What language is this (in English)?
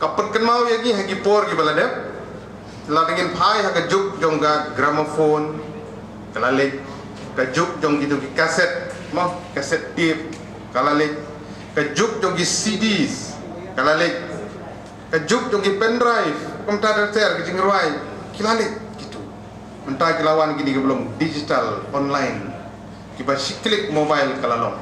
Khasi